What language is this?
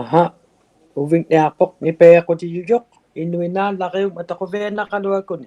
Inuktitut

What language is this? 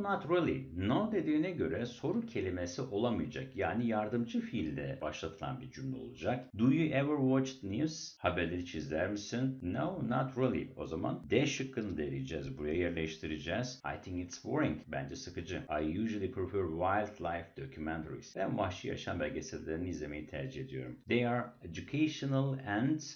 Turkish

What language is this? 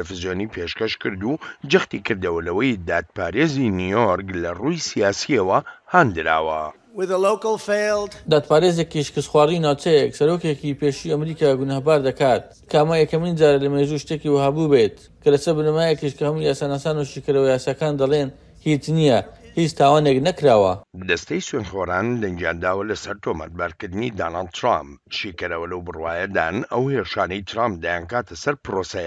Central Kurdish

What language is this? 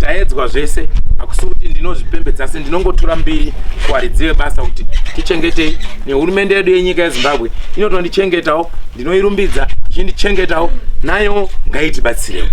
Shona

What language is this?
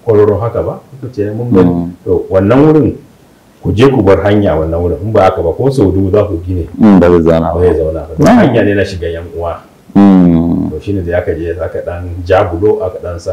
Hausa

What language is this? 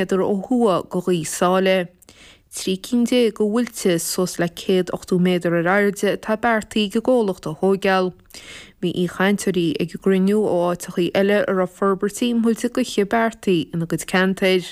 Irish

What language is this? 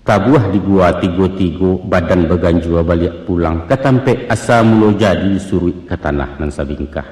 Minangkabau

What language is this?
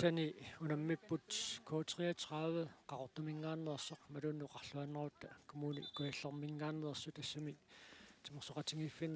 Kalaallisut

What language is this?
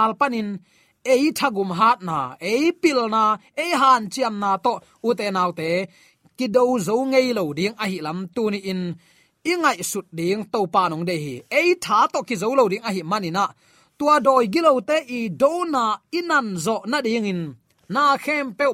Tedim Chin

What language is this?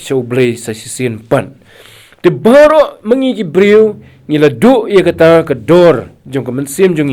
Khasi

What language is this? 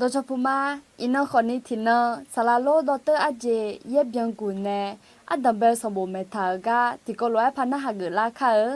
Akha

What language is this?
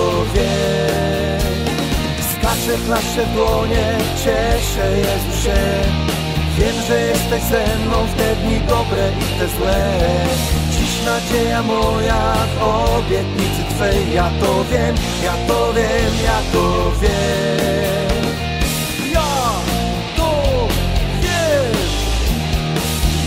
Polish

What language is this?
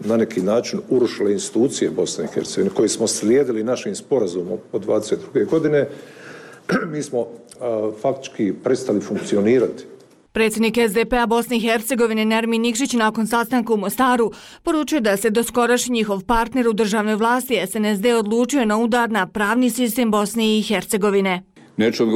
Bosnian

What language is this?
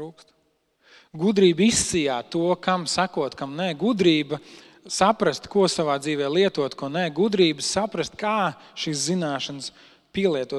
Latvian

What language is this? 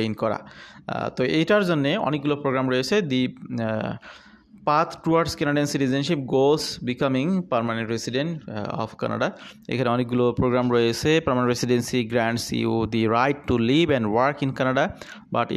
Bangla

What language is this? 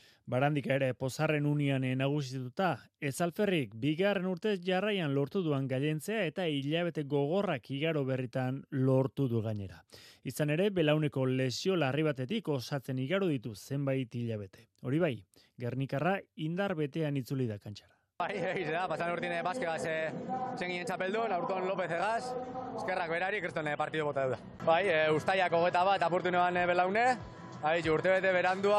Basque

